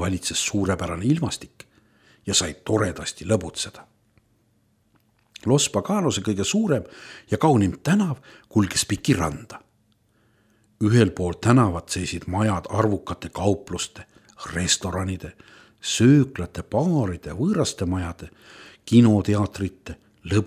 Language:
Estonian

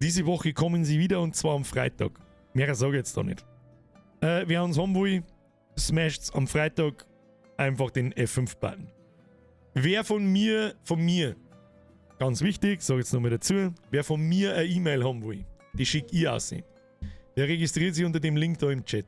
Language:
Bavarian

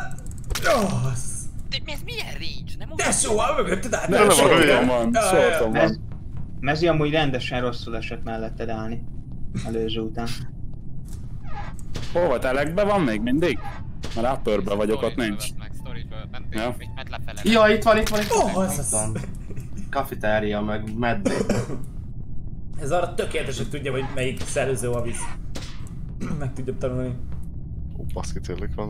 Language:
Hungarian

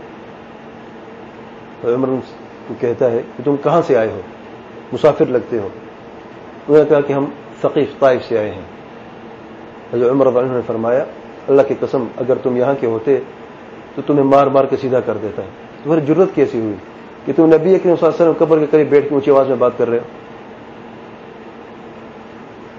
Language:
Urdu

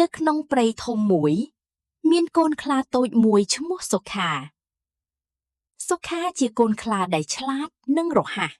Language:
Khmer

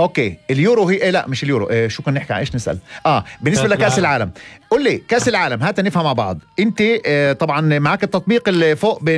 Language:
North Levantine Arabic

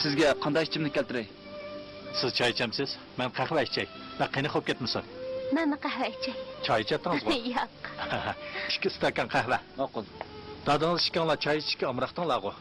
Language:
Uyghur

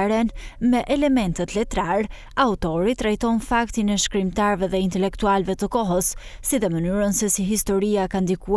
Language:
Albanian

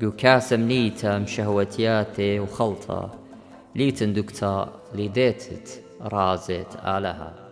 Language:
Assyrian Neo-Aramaic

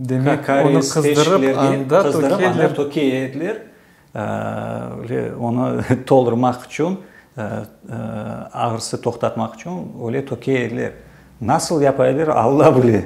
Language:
Crimean Tatar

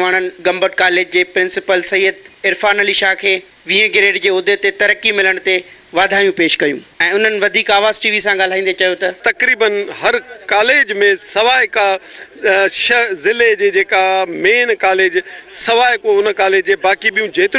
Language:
Sindhi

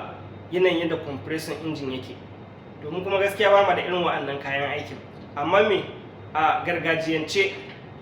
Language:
Hausa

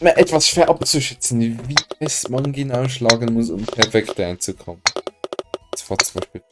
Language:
Swiss German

